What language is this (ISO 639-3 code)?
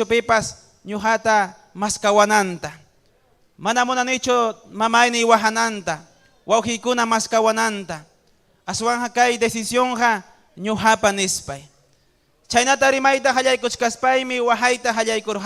quy